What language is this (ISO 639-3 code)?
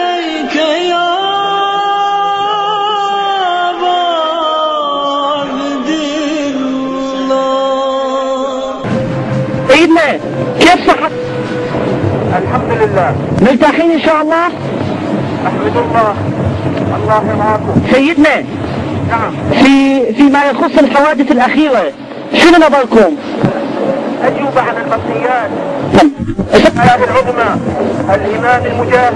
urd